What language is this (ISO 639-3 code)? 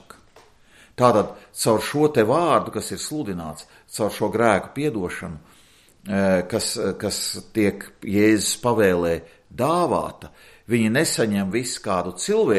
lav